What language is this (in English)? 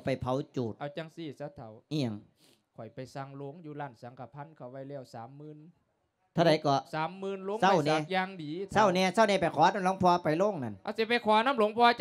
Lao